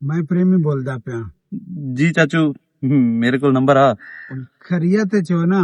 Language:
Western Panjabi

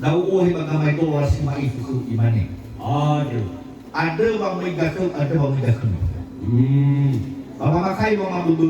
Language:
Nias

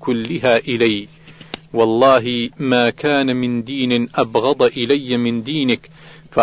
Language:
Arabic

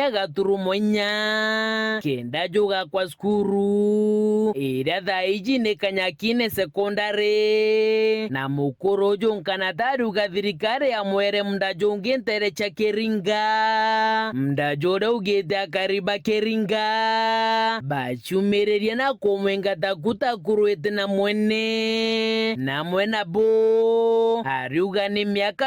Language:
Meru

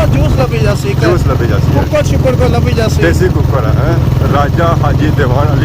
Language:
Pahari-Potwari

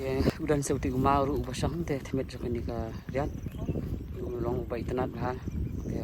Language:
Khasi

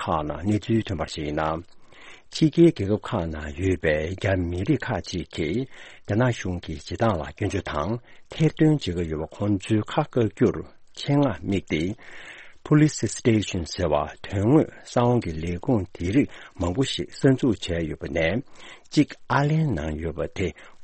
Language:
Tibetan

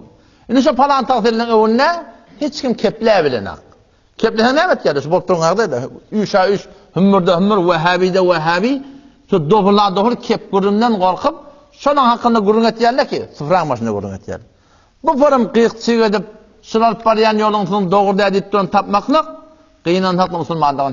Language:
Turkmen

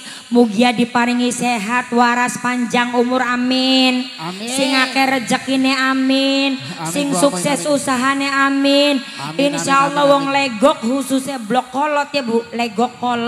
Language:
Javanese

